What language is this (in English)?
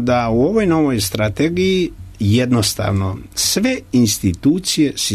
Serbian